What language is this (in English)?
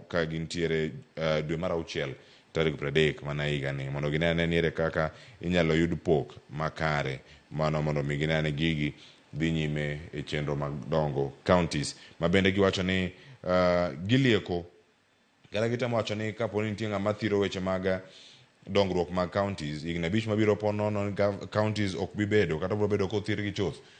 Luo (Kenya and Tanzania)